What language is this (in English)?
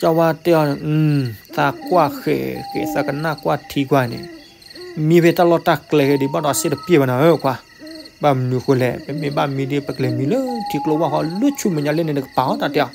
S'gaw Karen